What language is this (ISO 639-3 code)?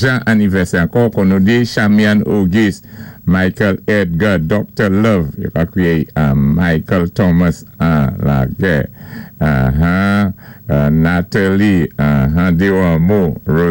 acf